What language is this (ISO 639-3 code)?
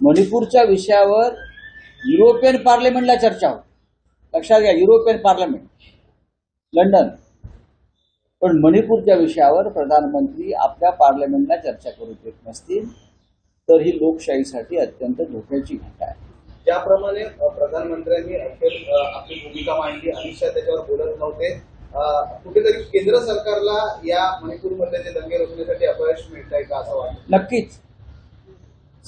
mar